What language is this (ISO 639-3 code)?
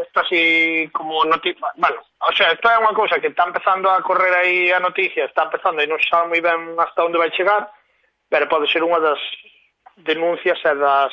glg